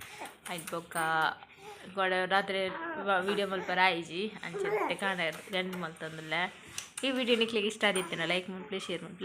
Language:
Tulu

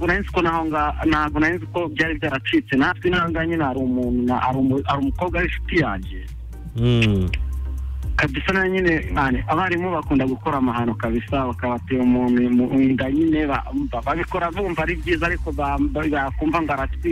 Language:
Kinyarwanda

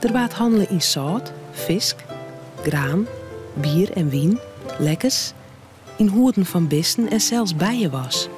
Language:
Western Frisian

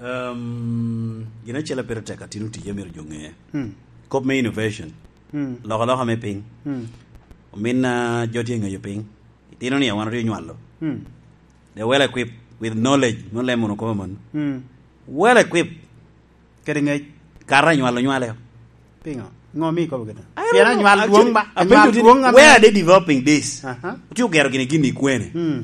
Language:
Lango (Uganda)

